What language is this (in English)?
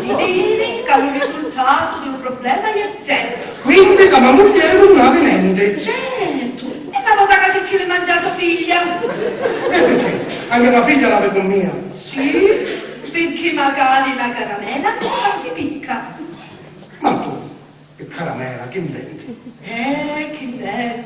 Sicilian